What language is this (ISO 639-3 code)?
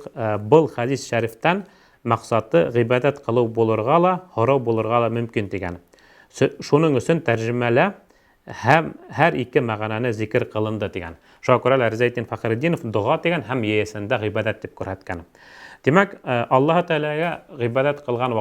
bak